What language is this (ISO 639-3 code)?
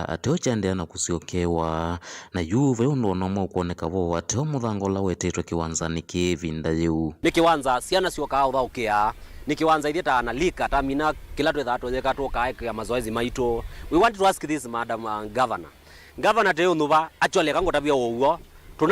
kam